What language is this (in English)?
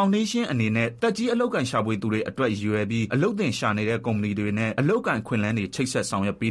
Burmese